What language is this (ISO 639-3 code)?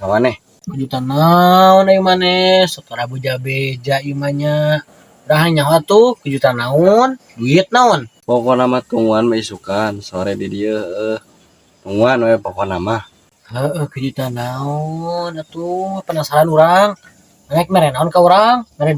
sun